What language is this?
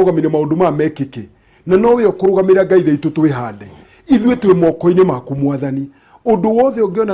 Kikuyu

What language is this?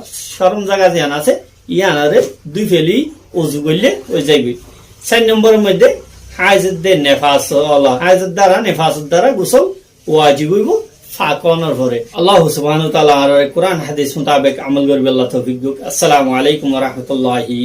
Rohingya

